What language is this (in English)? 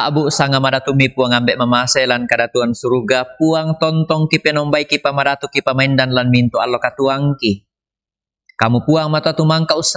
Toraja-Sa'dan